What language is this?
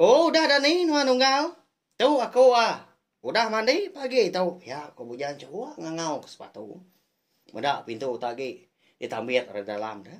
Iban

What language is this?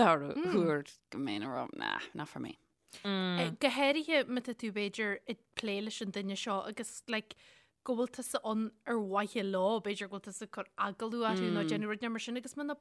Irish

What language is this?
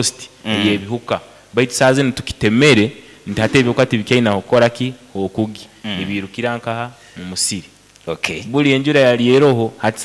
Nyankole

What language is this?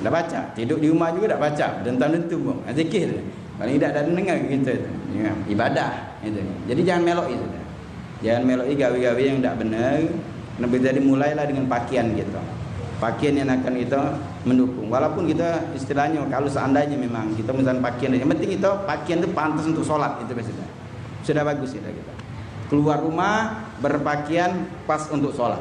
Musi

